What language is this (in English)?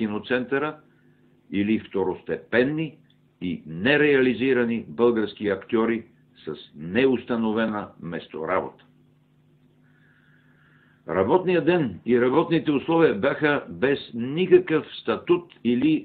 Bulgarian